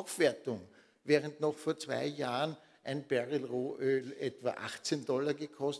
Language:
German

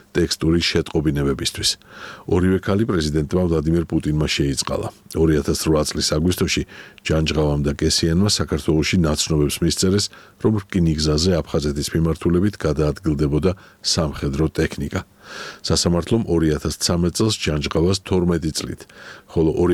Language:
Georgian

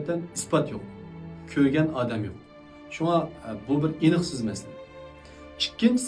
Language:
Uyghur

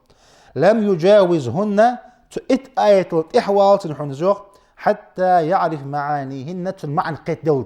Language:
Ingush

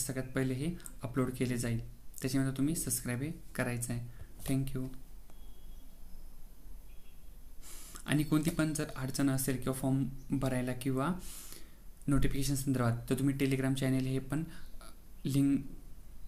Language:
Marathi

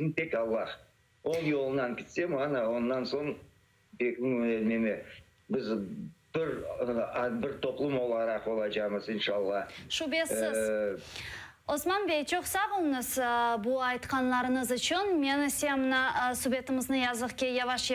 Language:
Crimean Tatar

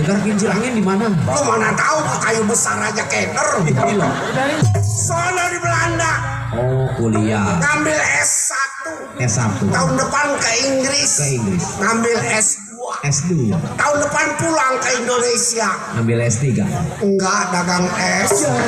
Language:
Betawi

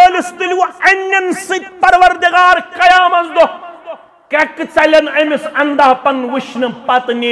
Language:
Kashmiri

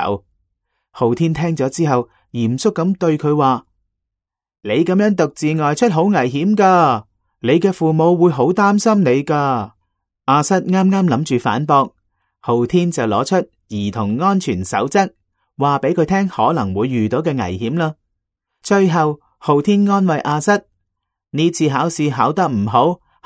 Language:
Cantonese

